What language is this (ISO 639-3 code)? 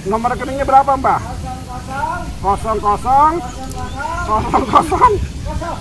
bew